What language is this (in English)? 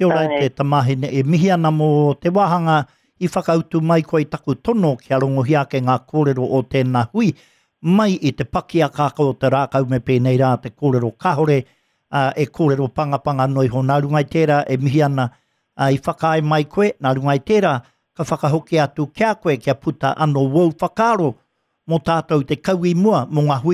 Māori